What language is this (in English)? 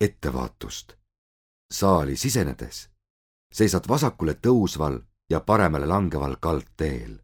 Estonian